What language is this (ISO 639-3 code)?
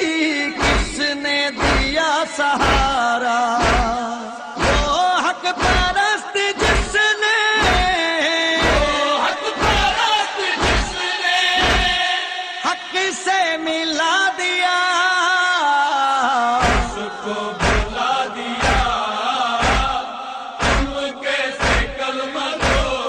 urd